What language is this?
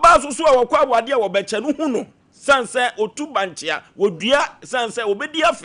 Akan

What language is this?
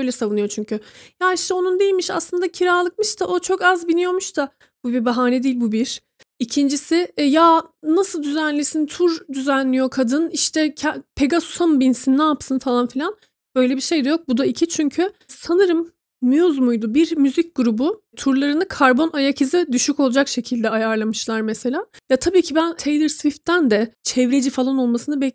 Turkish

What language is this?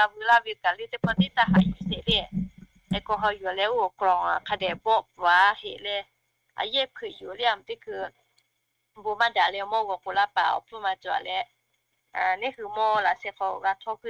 Lahu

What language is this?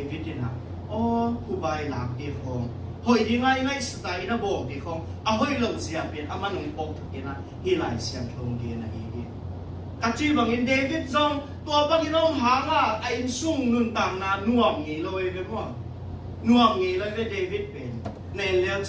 Tedim Chin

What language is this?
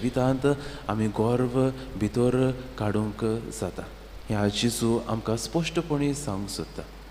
Konkani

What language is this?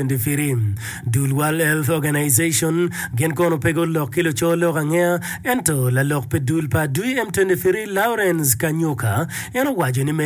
Acoli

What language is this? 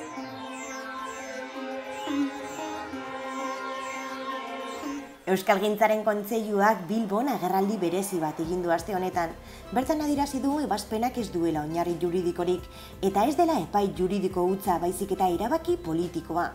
Basque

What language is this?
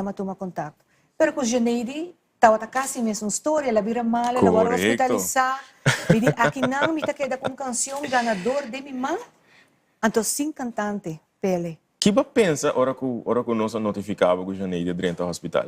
Papiamento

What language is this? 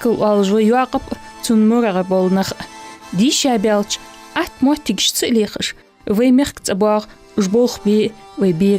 Ingush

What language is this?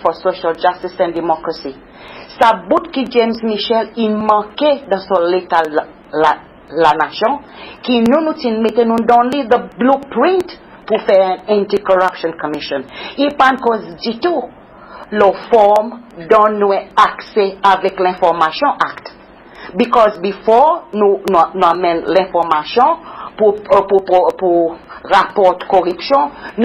Seselwa Creole French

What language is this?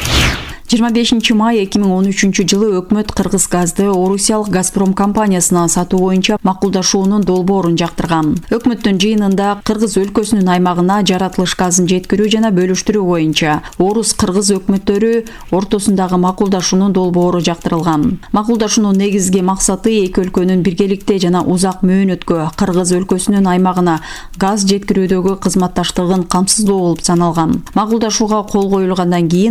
Kyrgyz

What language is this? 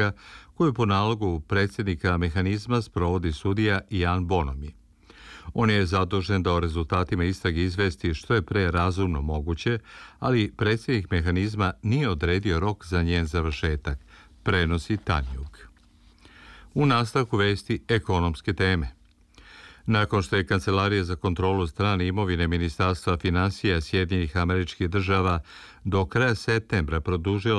Serbian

